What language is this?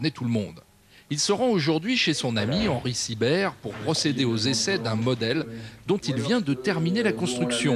French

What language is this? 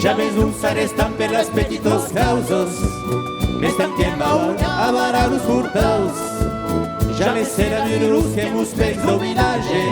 Occitan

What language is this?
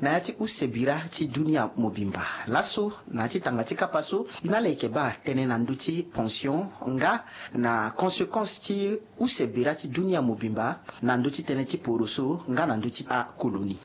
Sango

